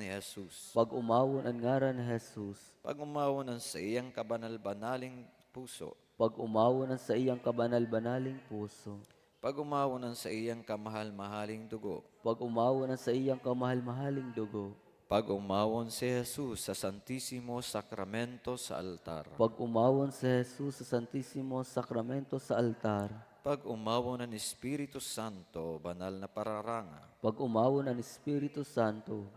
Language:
Bikol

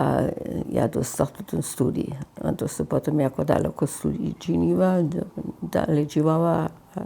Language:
Upper Sorbian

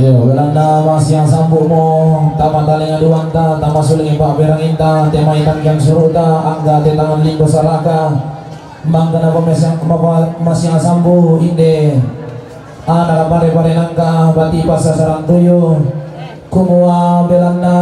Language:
Toraja-Sa'dan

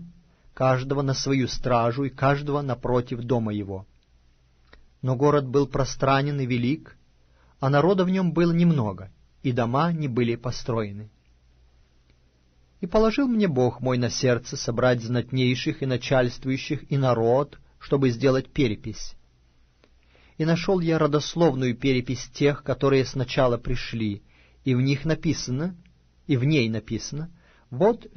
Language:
Russian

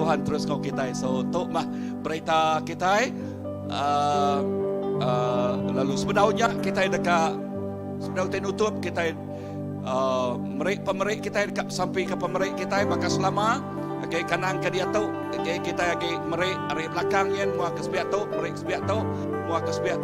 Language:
Iban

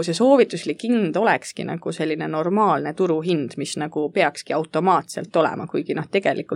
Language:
Estonian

